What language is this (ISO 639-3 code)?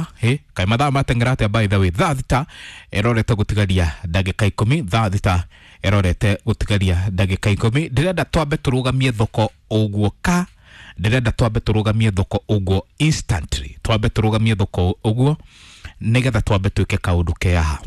kik